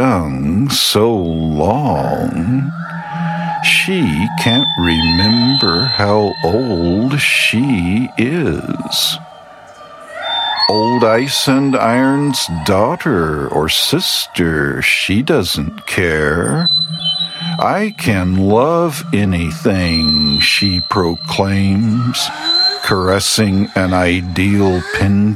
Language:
English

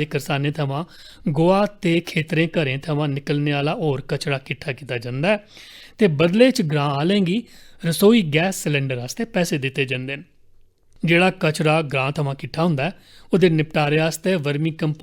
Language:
Dogri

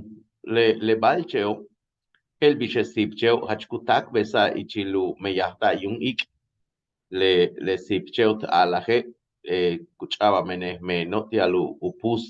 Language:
Yucateco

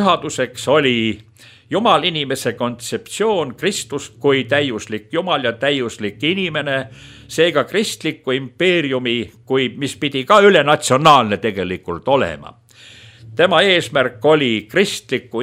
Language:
Estonian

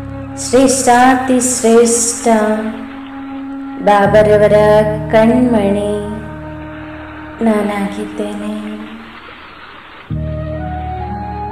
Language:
Kannada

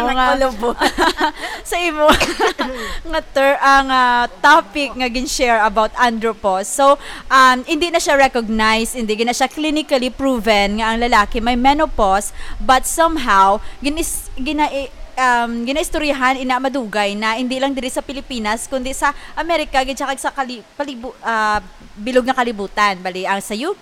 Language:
Hiligaynon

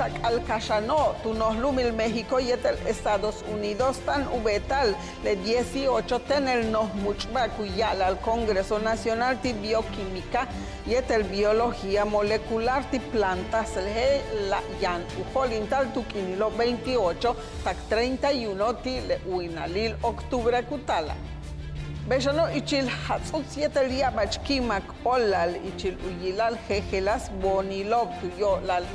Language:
Yucateco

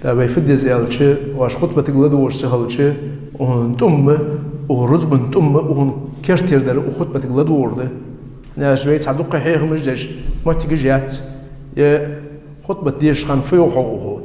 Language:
Ingush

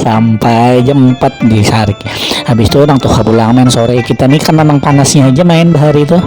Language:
Banjar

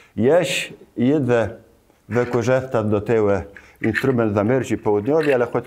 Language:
Kashubian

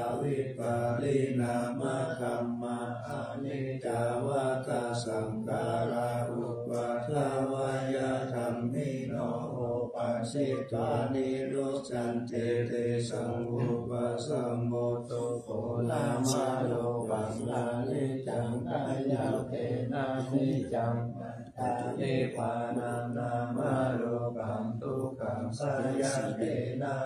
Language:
Pali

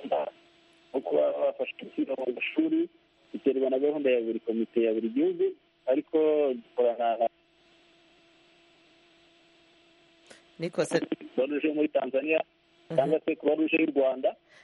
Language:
Kinyarwanda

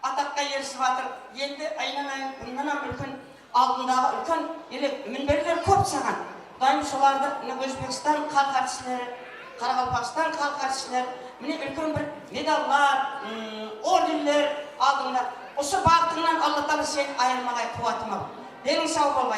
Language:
Kara-Kalpak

